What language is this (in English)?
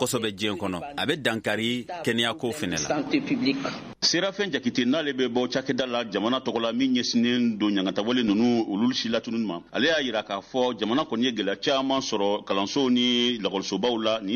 Bambara